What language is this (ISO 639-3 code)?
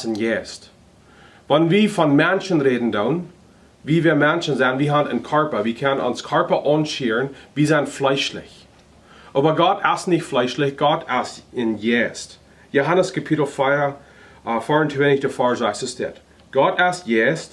pdt